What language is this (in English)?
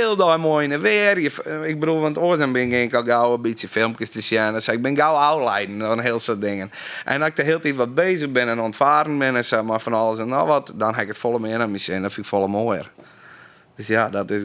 Western Frisian